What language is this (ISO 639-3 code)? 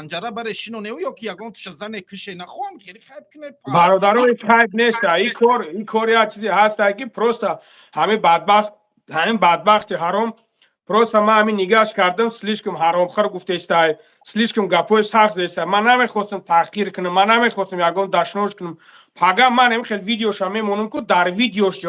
tgk